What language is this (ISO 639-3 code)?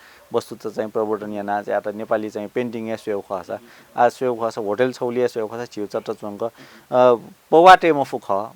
new